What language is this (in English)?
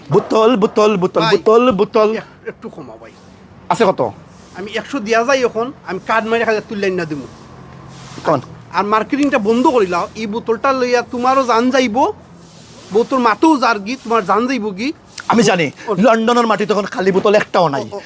Sylheti